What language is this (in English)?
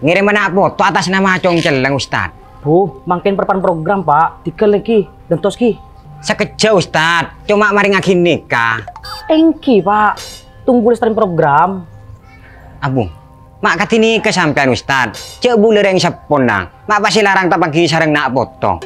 Madurese